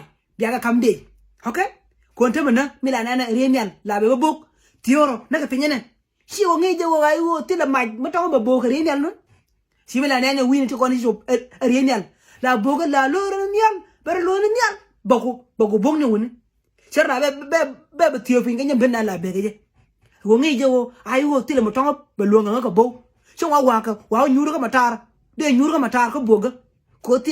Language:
Nuer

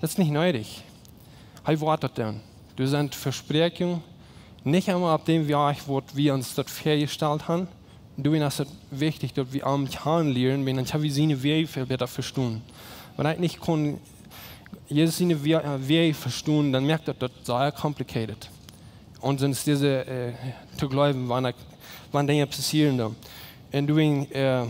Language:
Plautdietsch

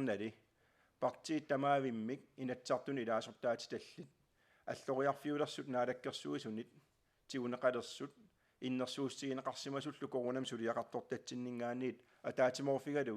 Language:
Kalaallisut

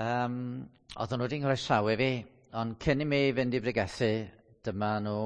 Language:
Welsh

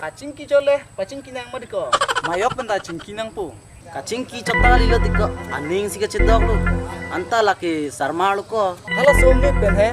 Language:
Karbi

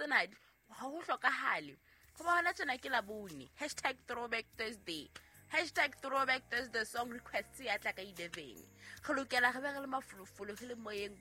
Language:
Southern Sotho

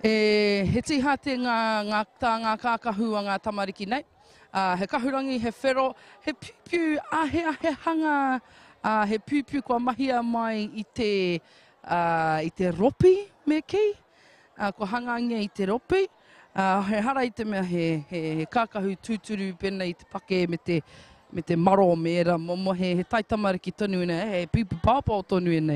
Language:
Māori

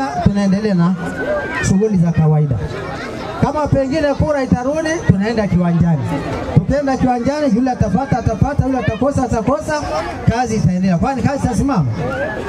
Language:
Swahili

